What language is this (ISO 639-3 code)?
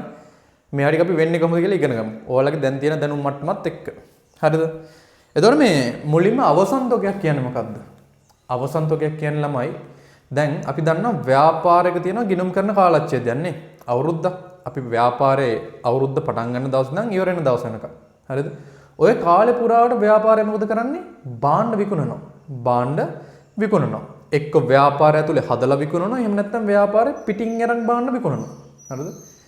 sin